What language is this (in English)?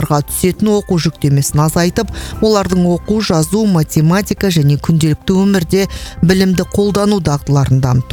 Kazakh